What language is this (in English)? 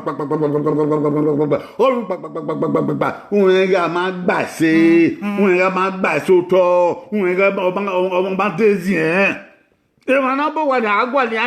Bini